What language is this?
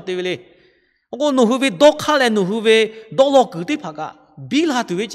Lahu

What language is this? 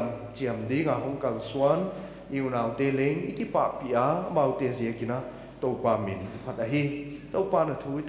Paite Chin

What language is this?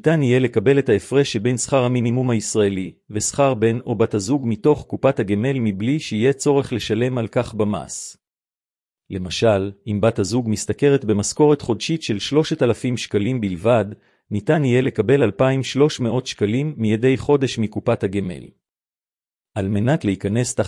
Hebrew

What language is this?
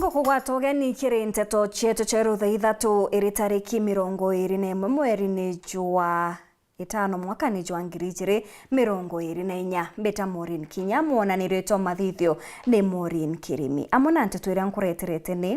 Meru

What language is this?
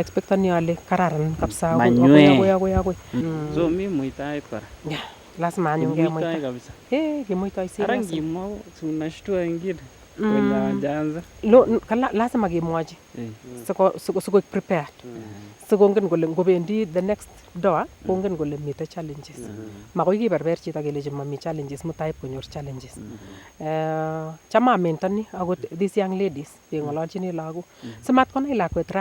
Nandi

